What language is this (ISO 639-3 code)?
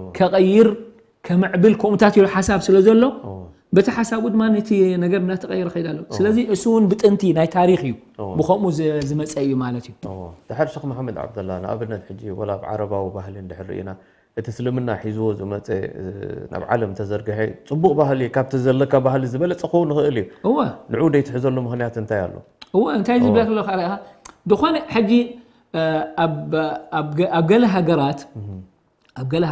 tir